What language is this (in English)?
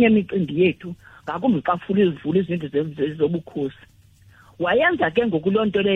Xhosa